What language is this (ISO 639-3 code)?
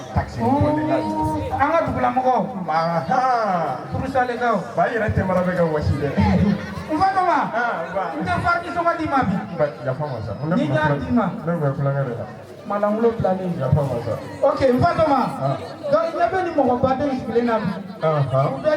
bam